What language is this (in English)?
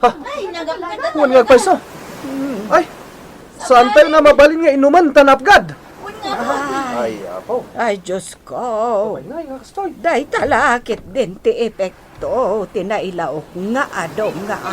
Iloko